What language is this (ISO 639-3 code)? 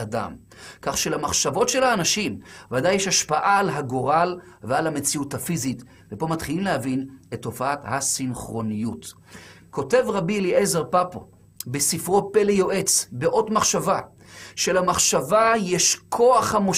heb